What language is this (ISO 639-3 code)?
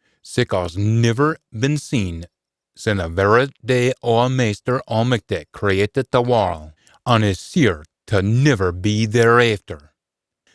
sco